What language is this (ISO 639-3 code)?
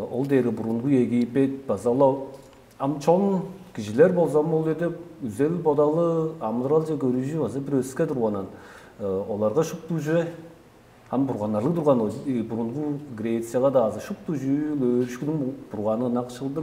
tyv